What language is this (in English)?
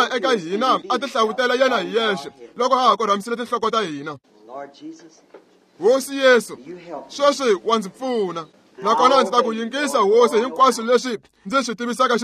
Tsonga